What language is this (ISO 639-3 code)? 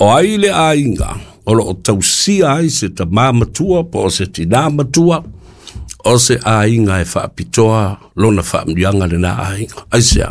smo